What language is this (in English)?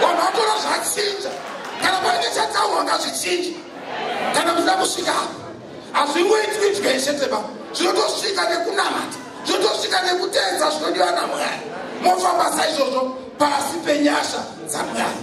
Shona